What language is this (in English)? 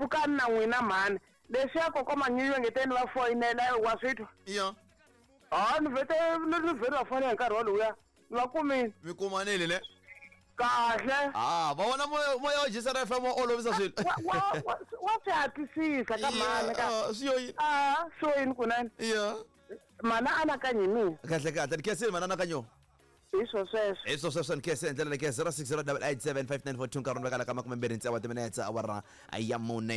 Tsonga